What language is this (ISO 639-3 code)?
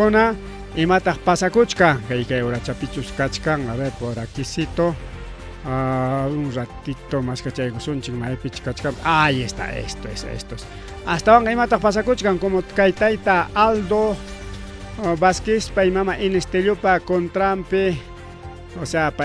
quy